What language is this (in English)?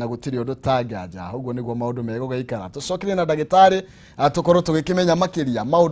Kikuyu